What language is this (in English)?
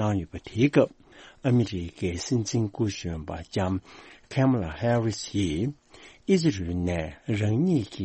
Tibetan